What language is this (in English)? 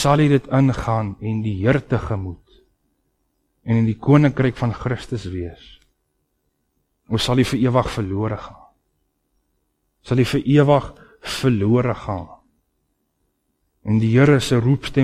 Afrikaans